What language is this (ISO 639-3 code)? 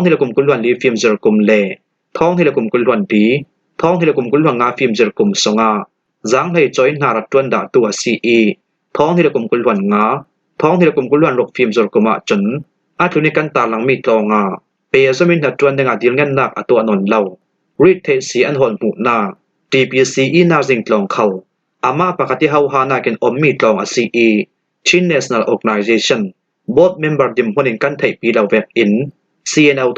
cfm